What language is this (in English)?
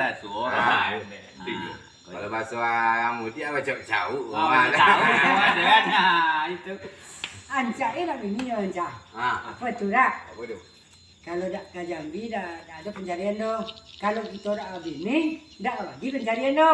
Minangkabau